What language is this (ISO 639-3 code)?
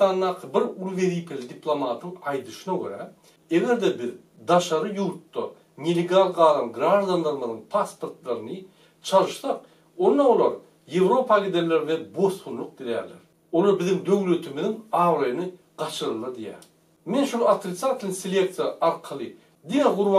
tuk